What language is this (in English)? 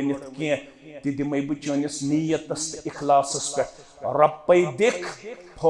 Kashmiri